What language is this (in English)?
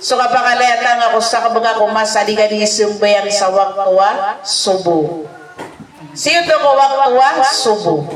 Maranao